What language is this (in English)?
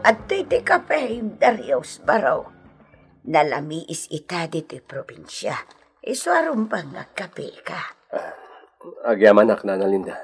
Iloko